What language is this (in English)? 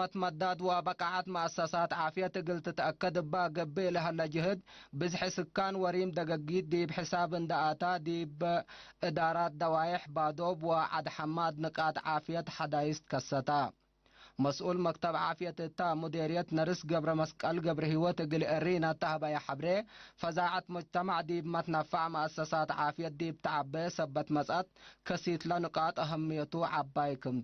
Tigre